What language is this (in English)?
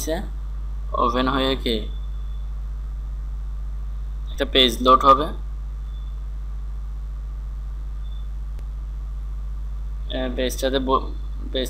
Bangla